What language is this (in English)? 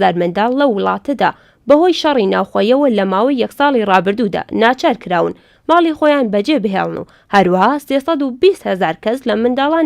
Central Kurdish